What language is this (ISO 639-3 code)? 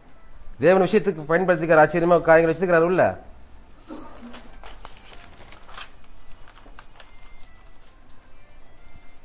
tam